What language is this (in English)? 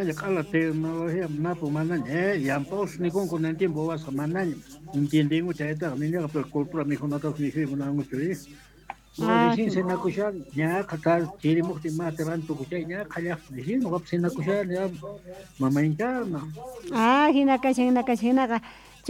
South Bolivian Quechua